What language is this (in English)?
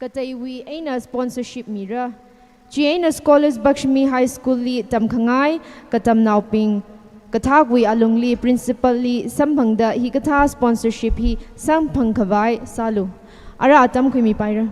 Tangkhul Naga (India)